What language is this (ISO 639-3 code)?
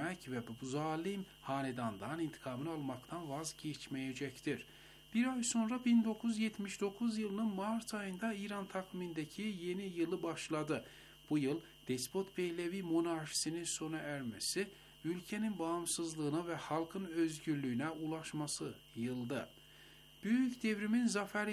tur